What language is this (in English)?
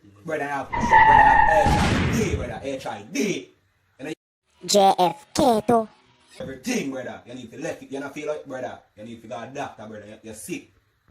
Jamaican Creole English